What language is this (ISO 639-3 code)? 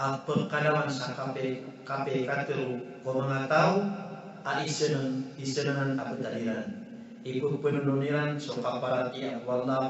mrw